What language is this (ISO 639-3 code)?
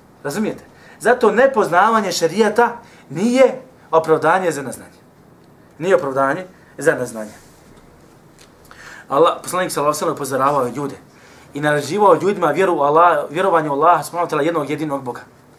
bos